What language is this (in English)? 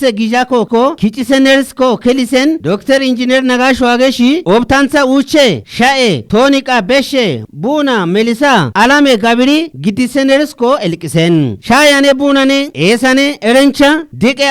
Kafa